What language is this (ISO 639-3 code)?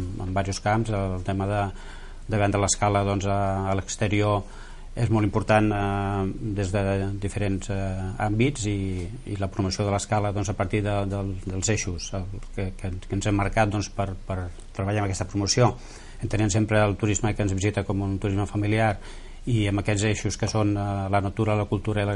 cat